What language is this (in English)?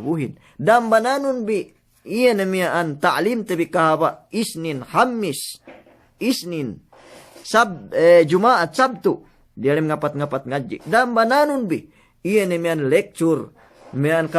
Yakan